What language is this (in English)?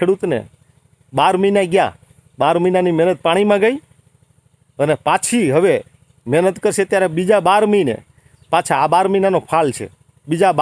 Gujarati